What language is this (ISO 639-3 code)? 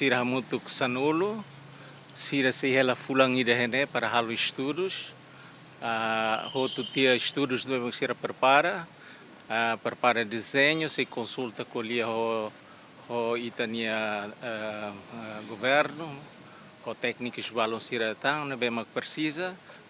tet